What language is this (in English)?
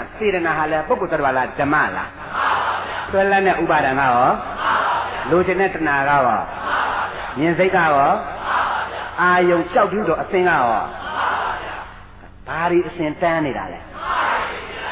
Burmese